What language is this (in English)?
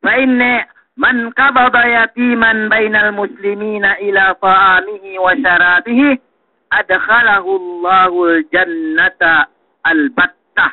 Yakan